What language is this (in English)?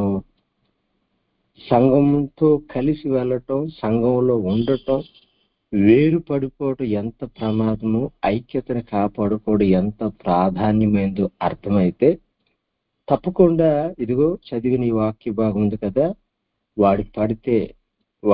Telugu